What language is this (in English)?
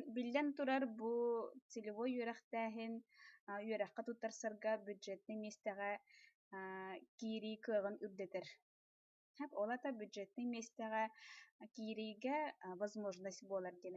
Yakut